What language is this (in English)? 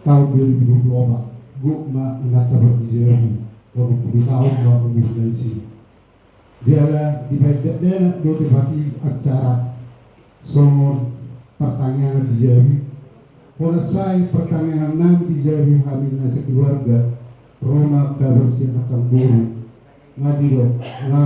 Batak Toba